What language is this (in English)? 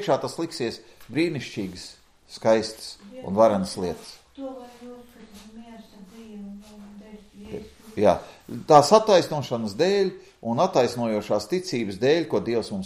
Latvian